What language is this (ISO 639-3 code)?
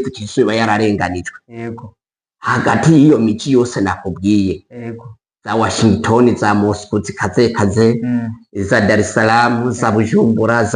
run